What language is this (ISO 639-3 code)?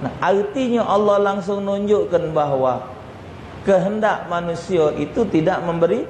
mui